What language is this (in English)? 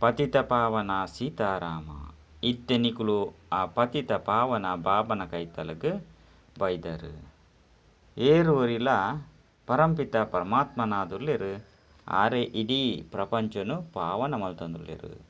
Tulu